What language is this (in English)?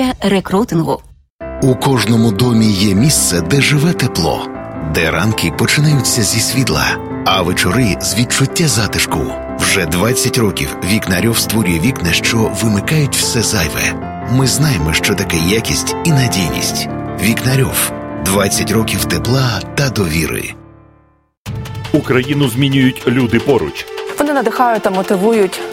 Ukrainian